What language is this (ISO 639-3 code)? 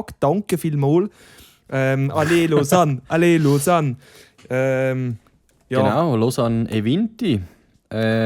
gsw